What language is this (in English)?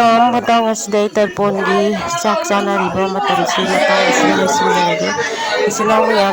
Manipuri